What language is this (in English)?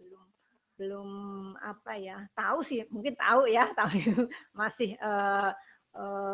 Indonesian